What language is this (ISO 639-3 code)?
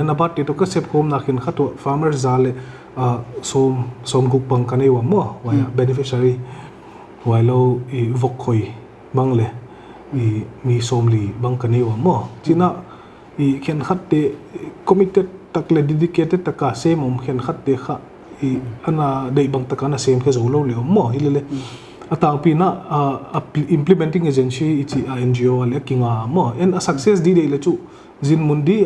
pck